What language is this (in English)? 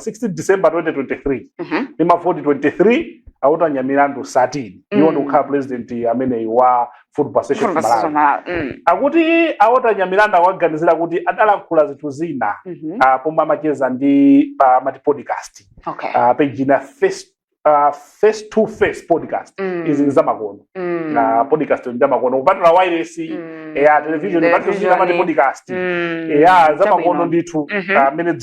Nyanja